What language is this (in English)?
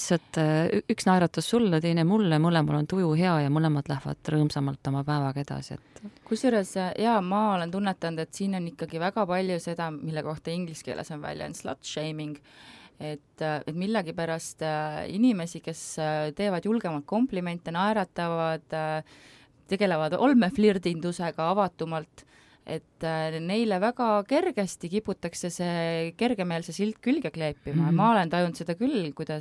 Estonian